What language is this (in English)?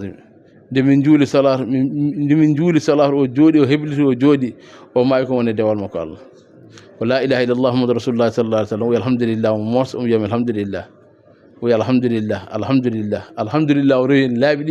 Fula